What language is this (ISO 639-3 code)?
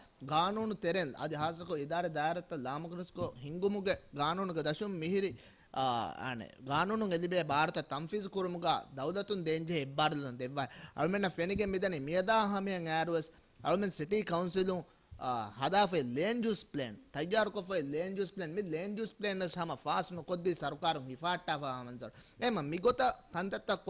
div